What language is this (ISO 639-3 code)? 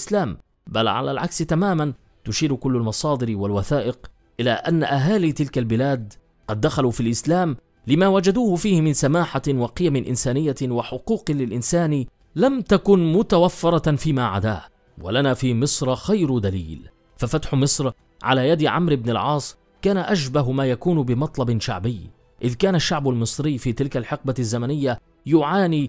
ara